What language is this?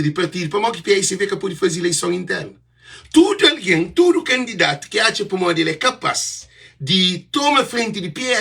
Kabuverdianu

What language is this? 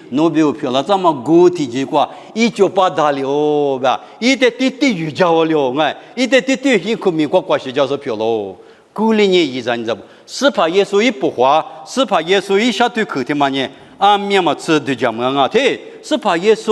Lisu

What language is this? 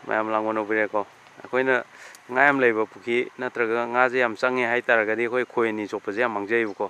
Manipuri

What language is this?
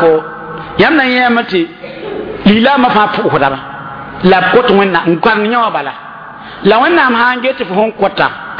Mossi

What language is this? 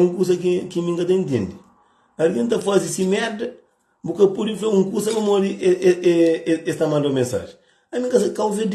Kabuverdianu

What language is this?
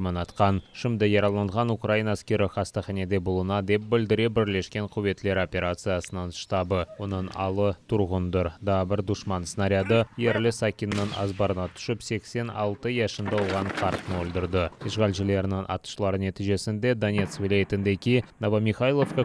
Crimean Tatar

